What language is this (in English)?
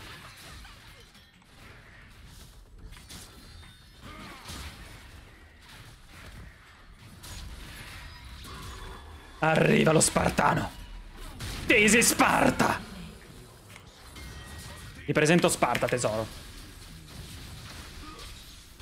Italian